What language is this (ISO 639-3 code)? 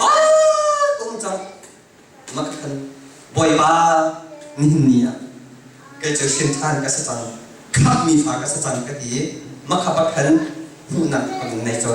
cnh